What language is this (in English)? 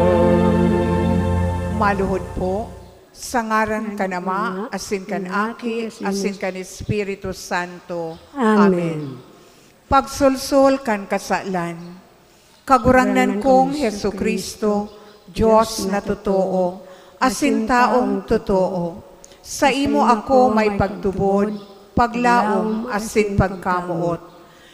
Bikol